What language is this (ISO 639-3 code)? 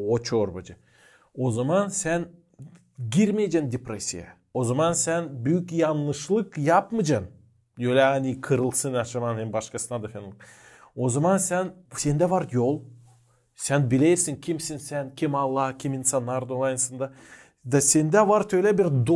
gag